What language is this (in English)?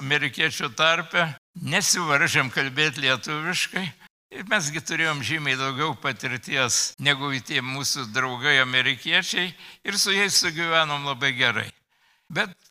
Lithuanian